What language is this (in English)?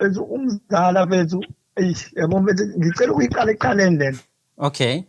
Zulu